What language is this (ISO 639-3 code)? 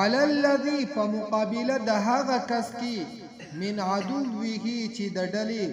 pus